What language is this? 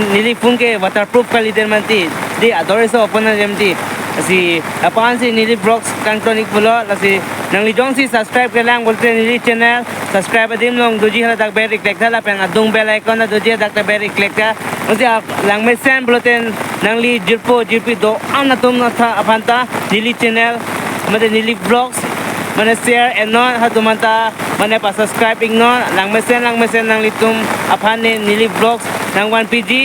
Karbi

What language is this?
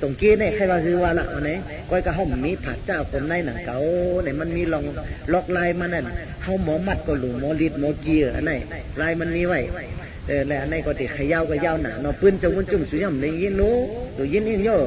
Shan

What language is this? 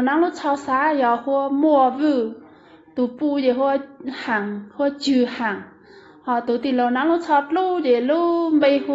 Hmong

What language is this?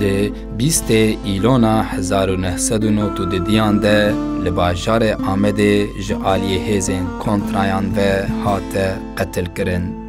Kurdish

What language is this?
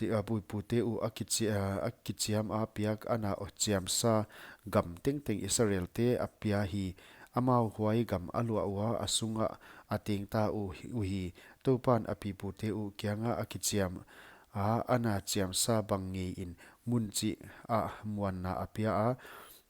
Paite Chin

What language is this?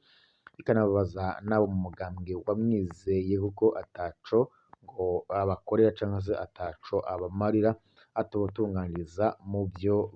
Rundi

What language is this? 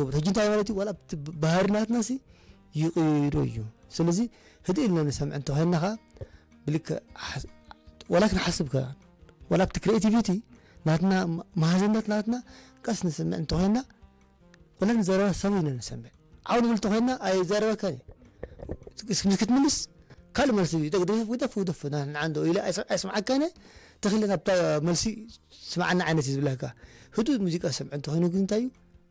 Tigrinya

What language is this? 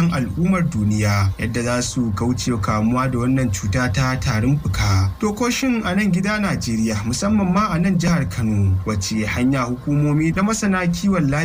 Hausa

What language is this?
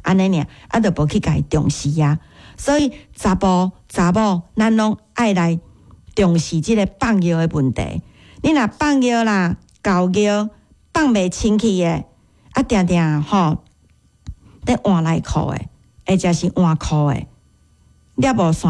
Min Nan Chinese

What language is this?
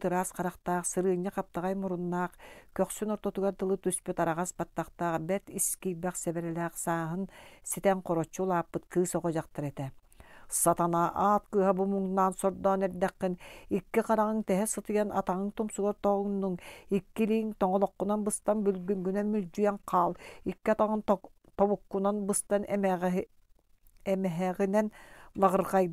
Yakut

